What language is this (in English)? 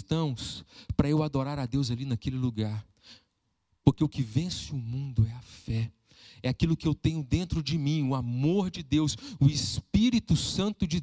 Portuguese